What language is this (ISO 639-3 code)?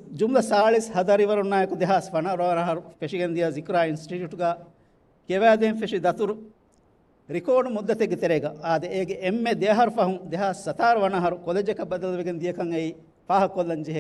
div